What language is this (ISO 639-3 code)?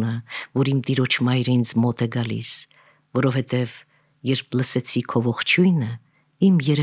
hye